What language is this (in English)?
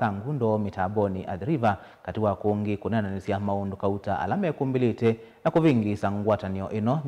Kamba